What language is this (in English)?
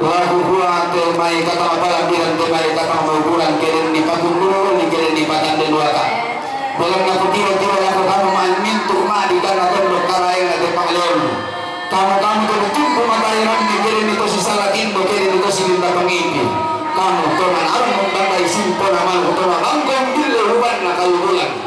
Toraja-Sa'dan